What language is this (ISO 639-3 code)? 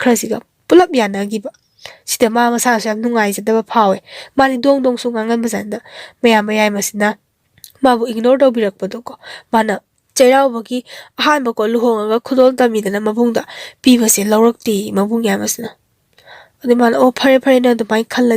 mni